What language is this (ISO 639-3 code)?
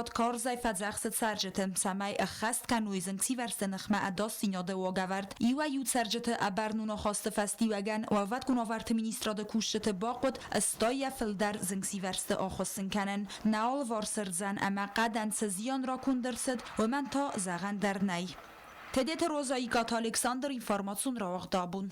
oss